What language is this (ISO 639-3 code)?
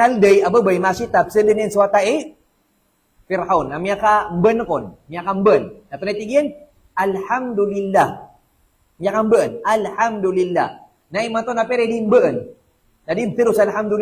mrw